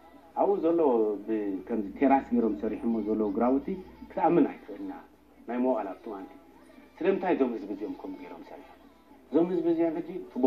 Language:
Tigrinya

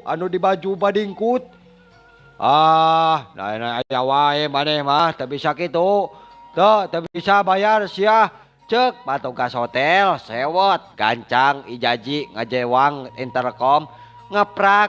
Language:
Sundanese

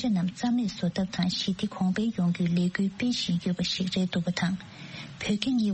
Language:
Tibetan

